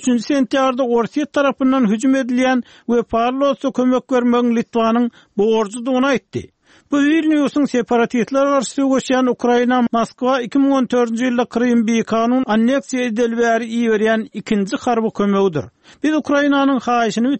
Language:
Turkmen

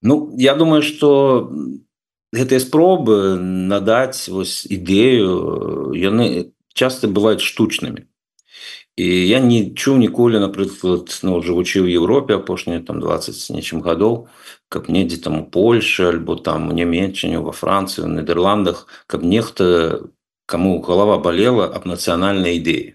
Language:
Belarusian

